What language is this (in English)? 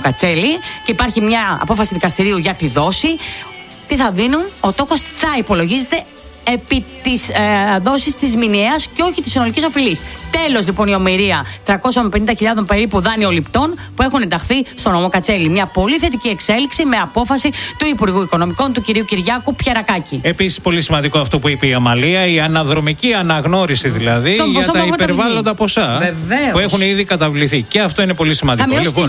Greek